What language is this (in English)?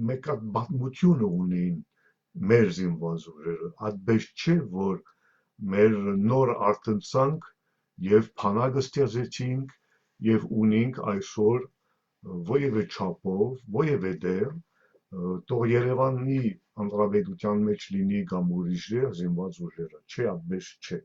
Western Armenian